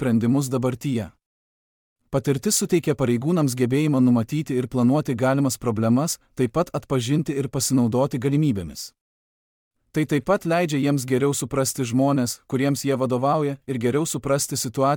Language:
Lithuanian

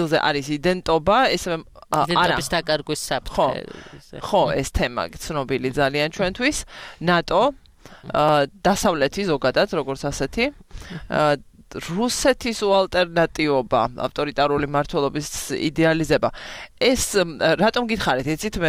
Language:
Georgian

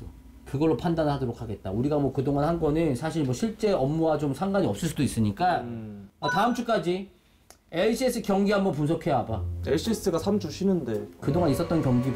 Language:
Korean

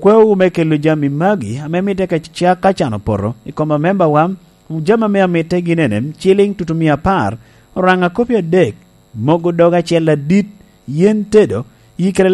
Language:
Lango (Uganda)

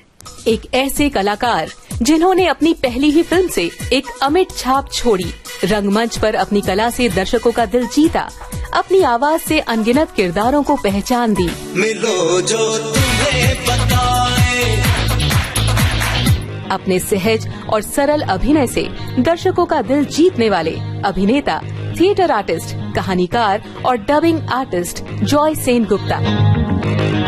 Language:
Hindi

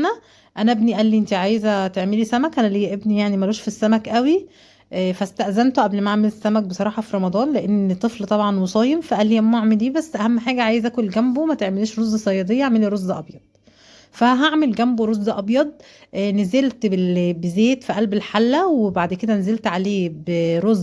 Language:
Egyptian Arabic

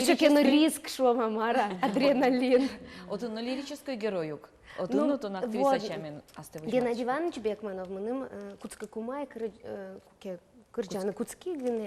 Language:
Udmurt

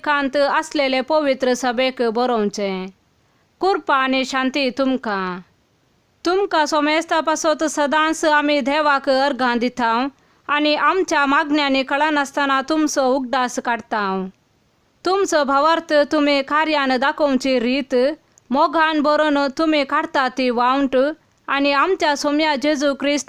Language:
Konkani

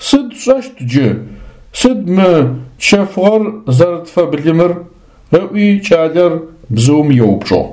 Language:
Adyghe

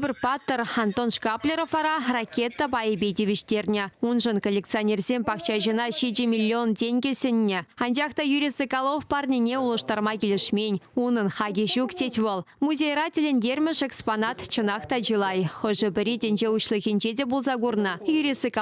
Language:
Chuvash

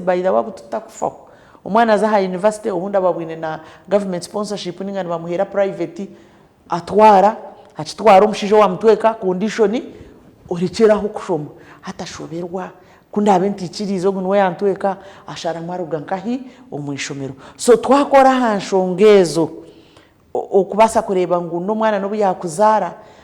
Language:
Nyankole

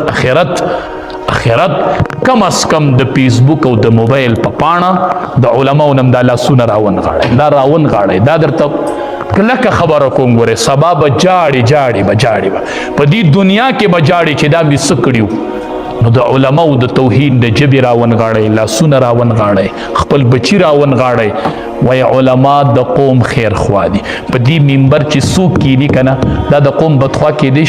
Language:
Pashto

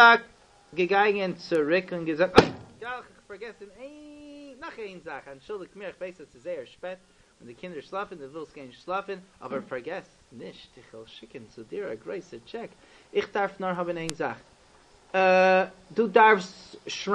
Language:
Yiddish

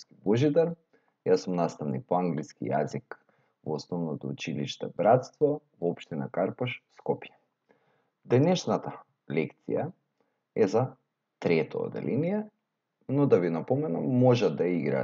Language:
Macedonian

